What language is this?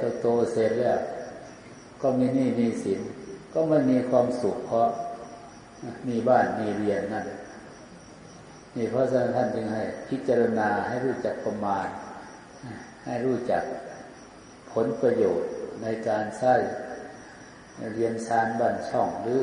Thai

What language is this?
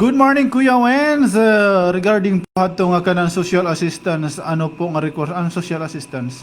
Waray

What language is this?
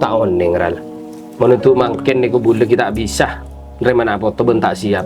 Madurese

